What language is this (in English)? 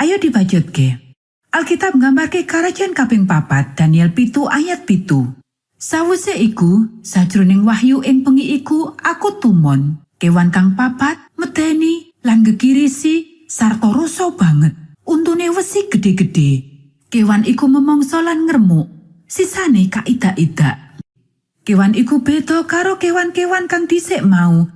Javanese